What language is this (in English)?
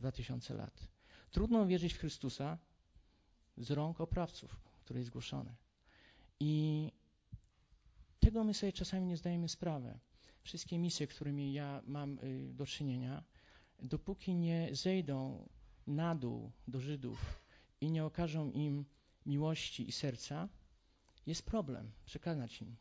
Polish